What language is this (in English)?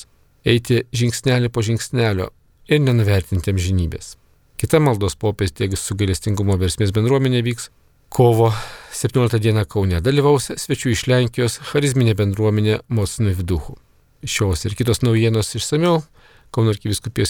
Lithuanian